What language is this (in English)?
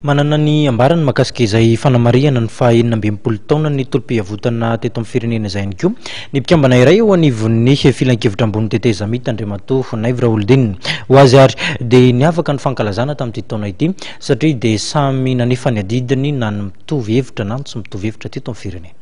Malagasy